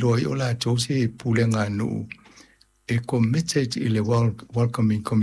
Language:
Samoan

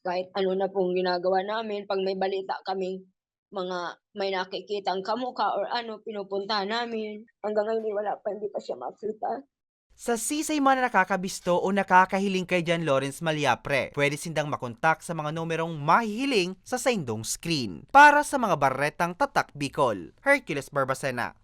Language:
Bikol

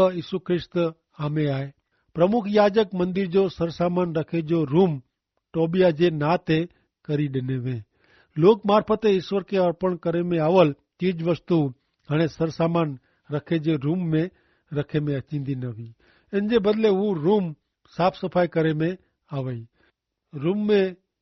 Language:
Kachhi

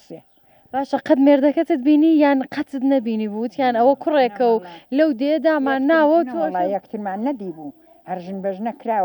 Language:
Central Kurdish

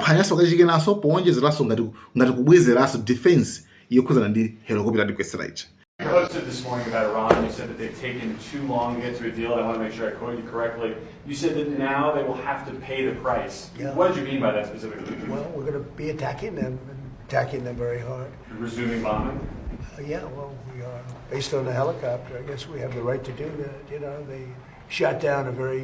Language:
Nyanja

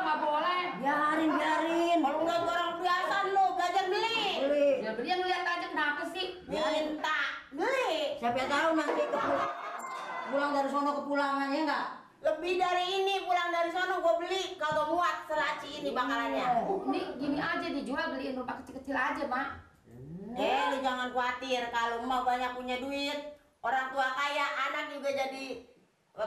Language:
Betawi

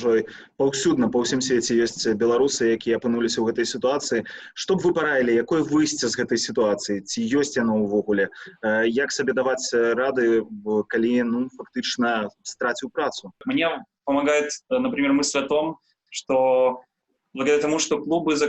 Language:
Belarusian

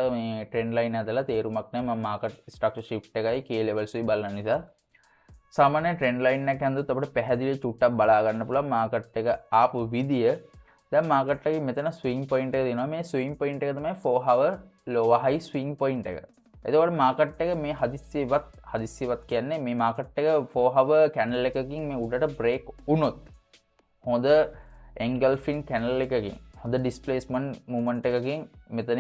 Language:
Sinhala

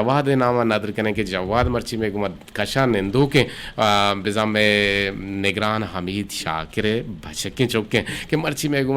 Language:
Eastern Balochi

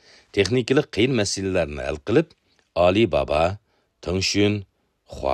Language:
Uyghur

